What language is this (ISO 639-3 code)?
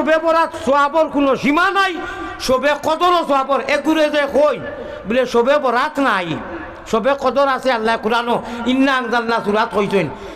syl